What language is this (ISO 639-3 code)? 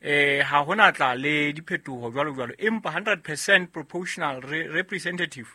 sot